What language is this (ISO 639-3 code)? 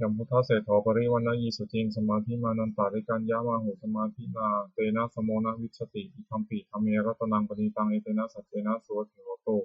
pli